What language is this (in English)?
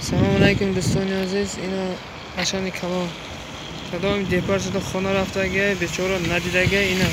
Tajik